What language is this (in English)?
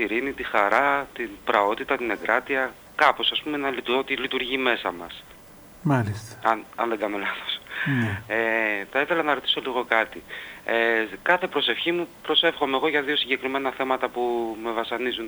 Greek